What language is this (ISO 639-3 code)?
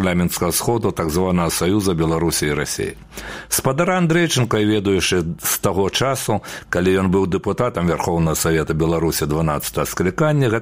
bel